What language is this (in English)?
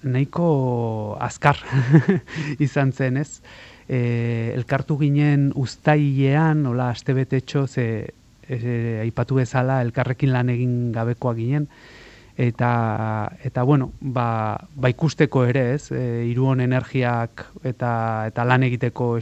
Basque